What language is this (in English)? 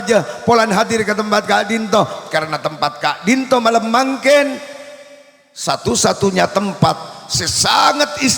Madurese